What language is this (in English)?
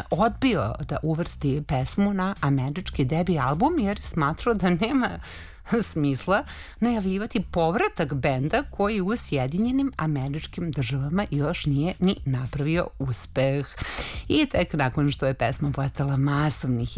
Serbian